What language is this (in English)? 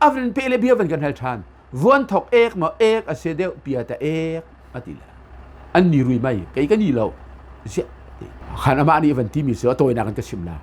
Hakha Chin